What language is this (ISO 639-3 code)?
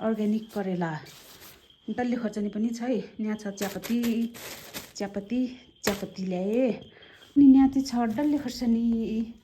nep